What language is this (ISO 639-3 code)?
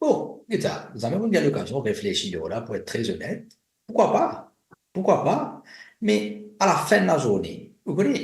mfe